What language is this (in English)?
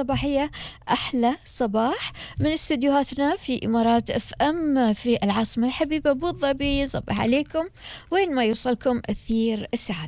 Gulf Arabic